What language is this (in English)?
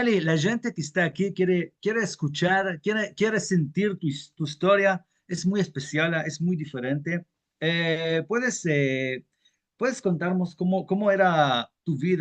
Ladino